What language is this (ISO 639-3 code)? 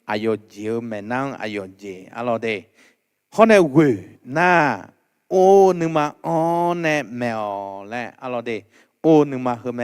ahk